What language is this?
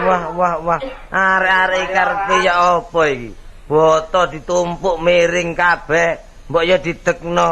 Javanese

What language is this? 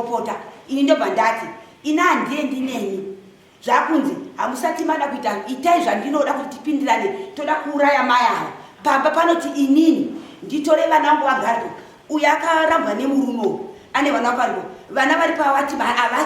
Shona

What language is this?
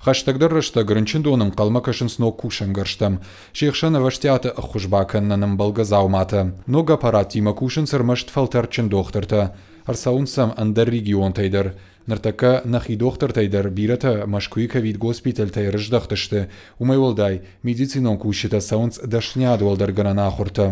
Ossetic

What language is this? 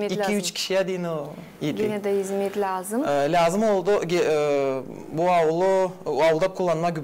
Gagauz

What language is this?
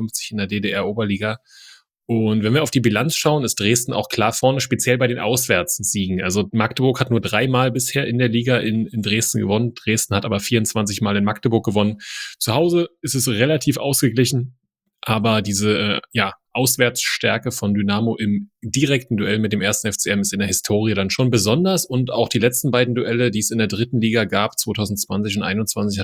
German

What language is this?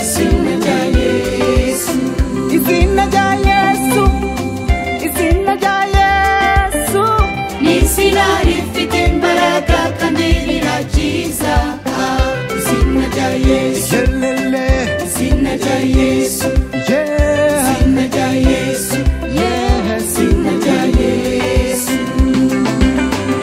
Kinyarwanda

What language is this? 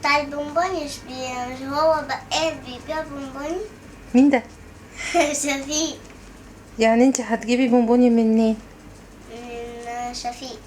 Egyptian Arabic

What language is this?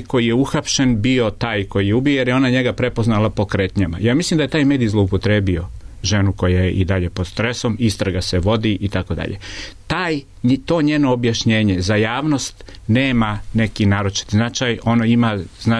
Serbian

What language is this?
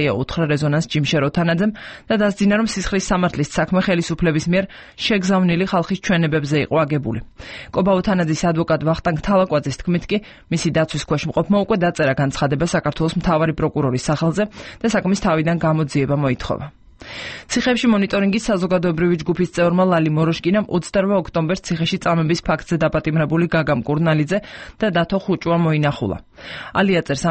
Georgian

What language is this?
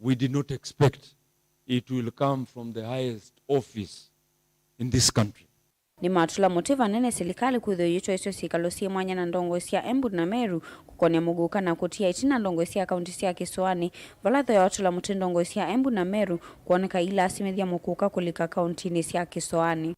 Kamba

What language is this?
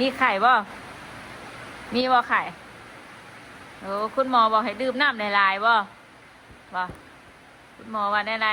Northeastern Thai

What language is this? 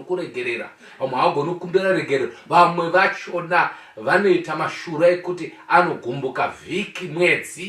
Shona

